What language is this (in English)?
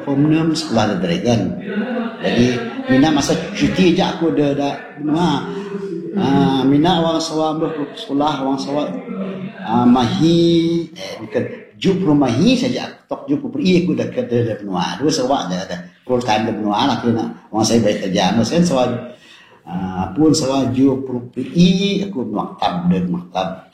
Malay